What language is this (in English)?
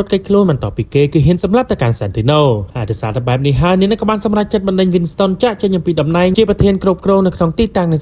Khmer